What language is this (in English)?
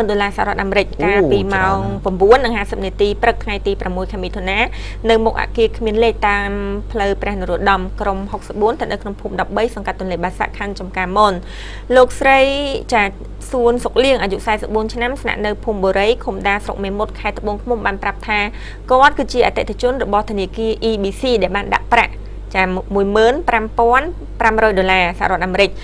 Khmer